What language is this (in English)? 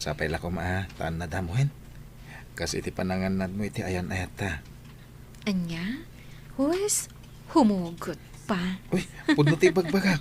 Iloko